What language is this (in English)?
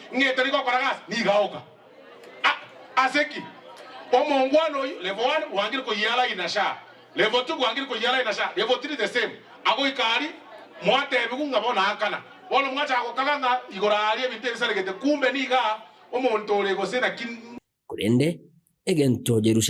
Gusii